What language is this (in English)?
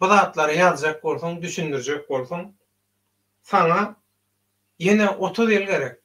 Turkmen